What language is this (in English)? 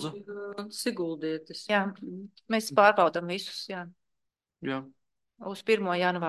Latvian